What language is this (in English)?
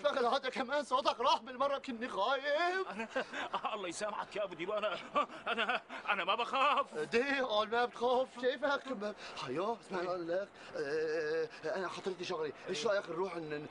North Levantine Arabic